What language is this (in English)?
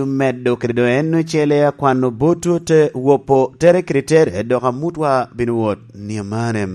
Lango (Uganda)